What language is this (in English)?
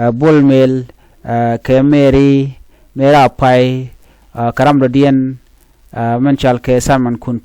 Nuer